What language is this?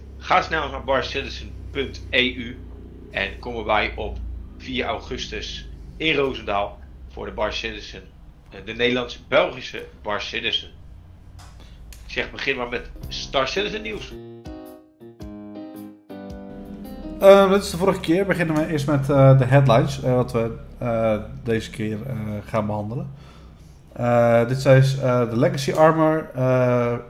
Dutch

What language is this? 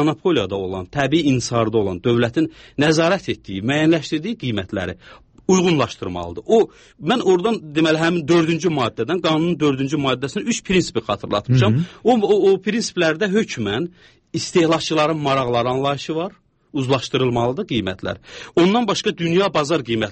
Azerbaijani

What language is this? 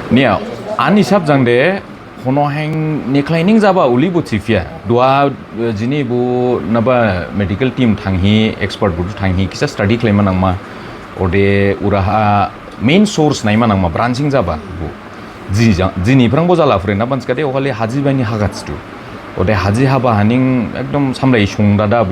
Dimasa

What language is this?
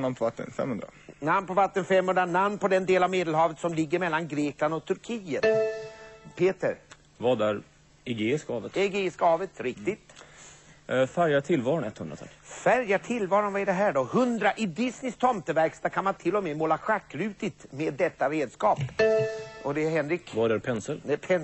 Swedish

